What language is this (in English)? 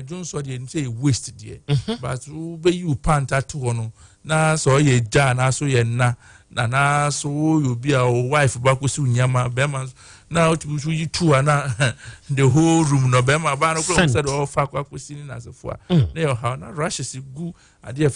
Akan